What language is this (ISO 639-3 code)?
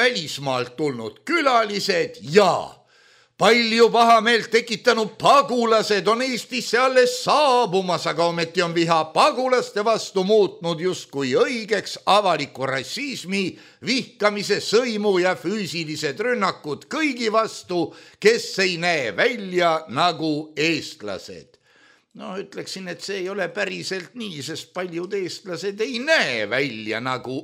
est